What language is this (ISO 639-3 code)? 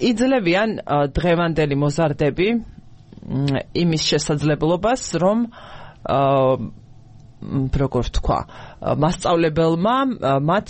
kat